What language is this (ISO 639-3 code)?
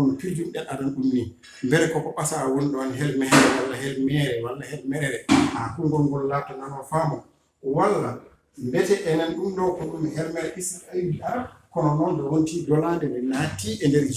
ful